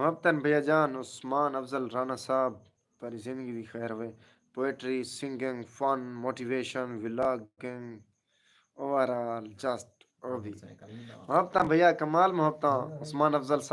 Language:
Saraiki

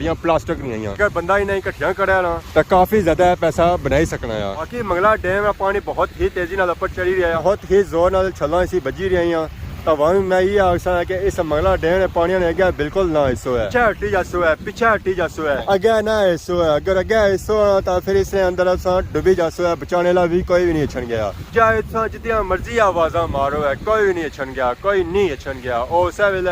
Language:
Pahari-Potwari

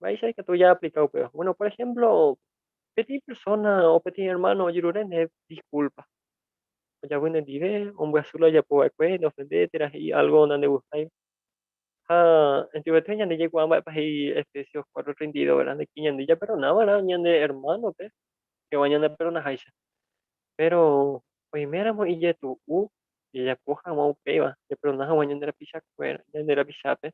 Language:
Guarani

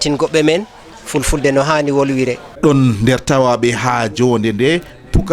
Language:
Fula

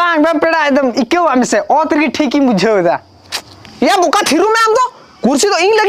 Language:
Santali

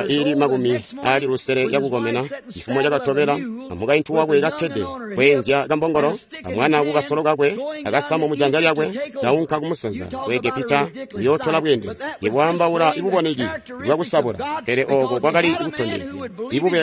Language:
Tonga (Zambia)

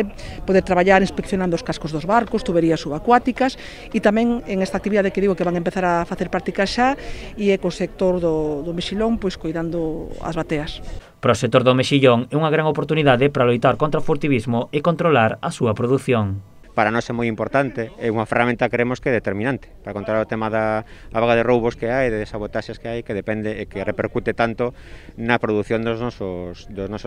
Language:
Galician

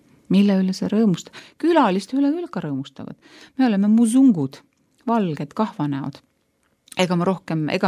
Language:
Estonian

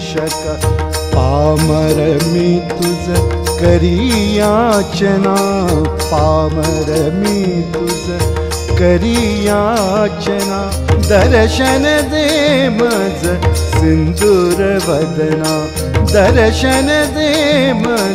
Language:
Marathi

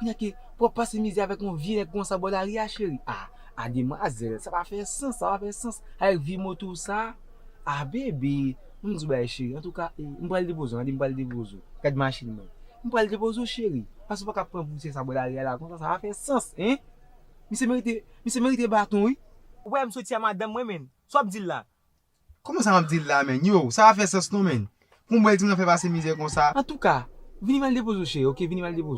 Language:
Haitian Creole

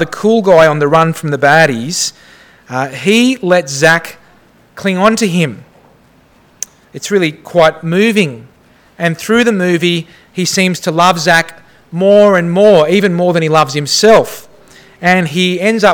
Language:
English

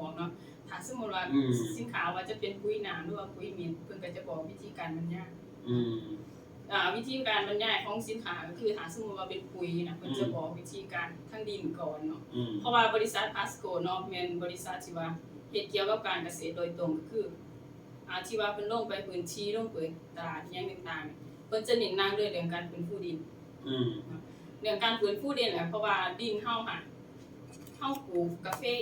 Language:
Lao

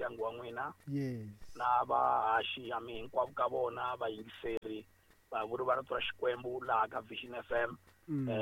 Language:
Tsonga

